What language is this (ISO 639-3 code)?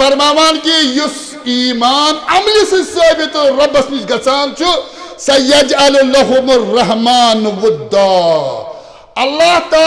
kas